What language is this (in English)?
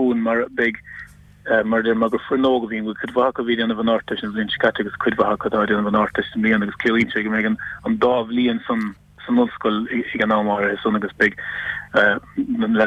Irish